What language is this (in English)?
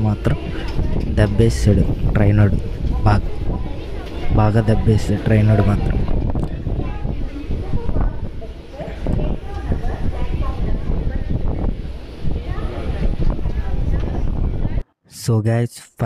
Telugu